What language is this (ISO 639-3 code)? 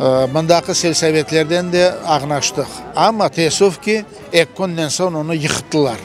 crh